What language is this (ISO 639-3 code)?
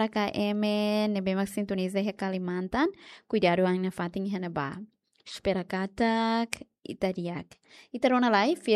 tet